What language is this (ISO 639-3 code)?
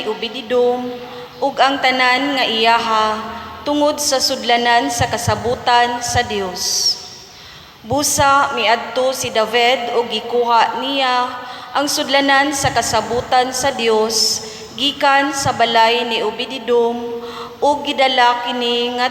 ceb